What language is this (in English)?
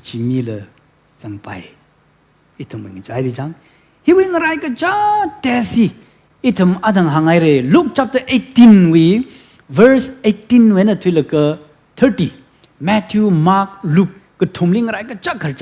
Tangkhul Naga (India)